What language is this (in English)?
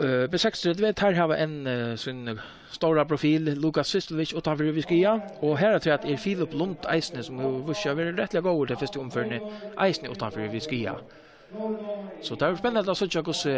Faroese